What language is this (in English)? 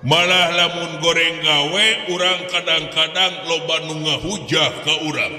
Sundanese